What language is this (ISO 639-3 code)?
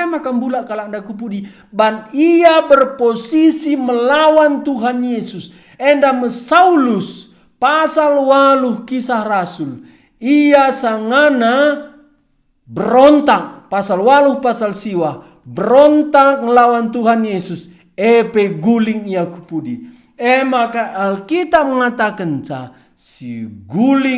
btx